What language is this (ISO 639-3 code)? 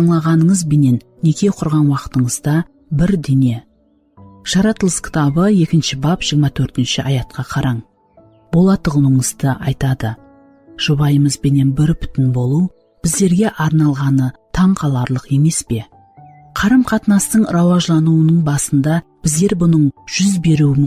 kaa